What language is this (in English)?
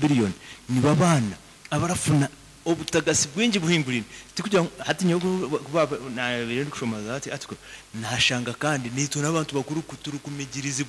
Nyankole